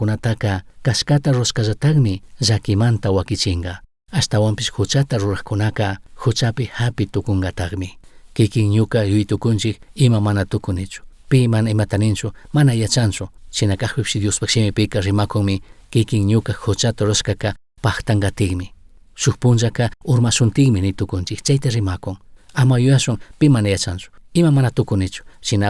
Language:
Chimborazo Highland Quichua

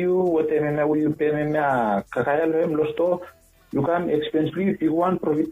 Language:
Bislama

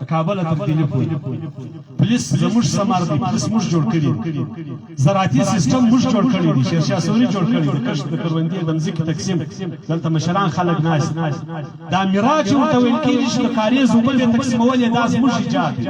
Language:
Pashto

